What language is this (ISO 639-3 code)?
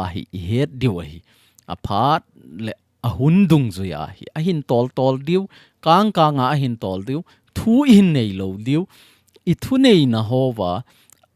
tcz